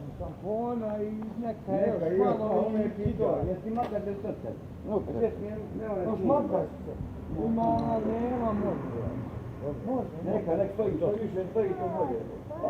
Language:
Bosnian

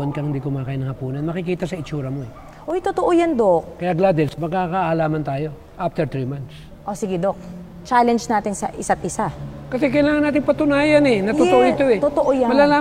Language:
Filipino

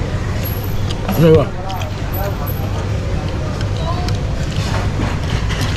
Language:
Malay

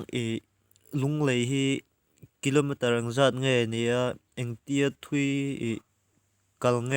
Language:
Mizo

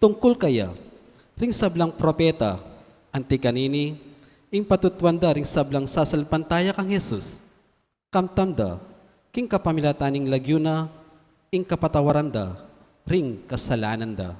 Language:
Pampanga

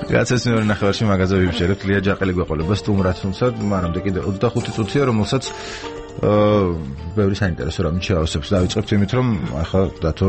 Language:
Georgian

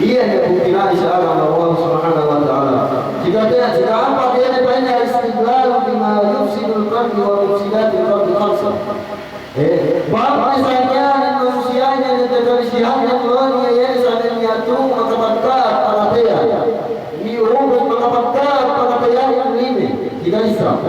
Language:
Yakan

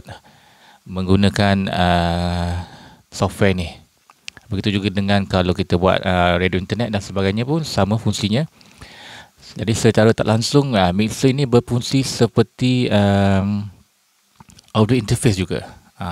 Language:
Malay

